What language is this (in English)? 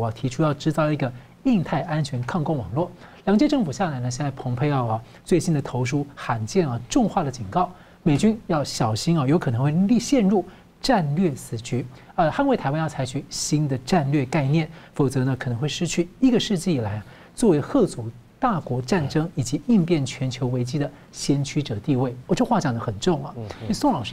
Chinese